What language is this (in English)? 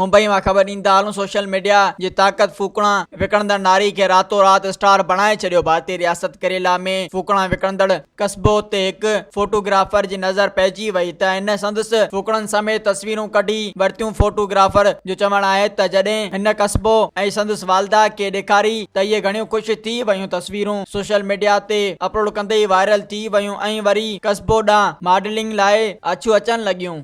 Sindhi